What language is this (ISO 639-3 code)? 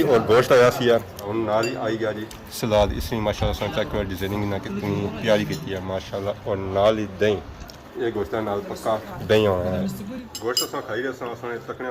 phr